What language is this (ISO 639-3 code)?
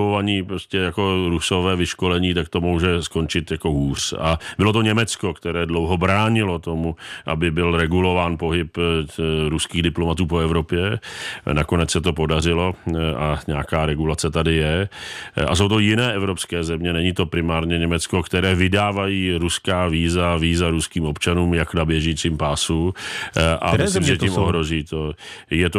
ces